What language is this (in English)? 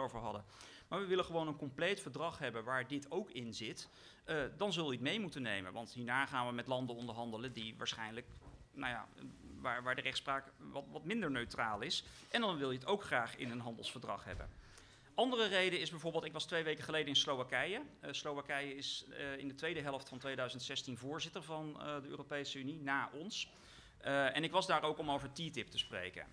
Dutch